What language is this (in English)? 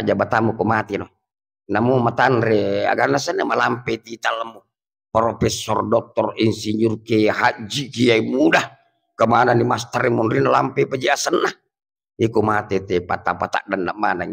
Buginese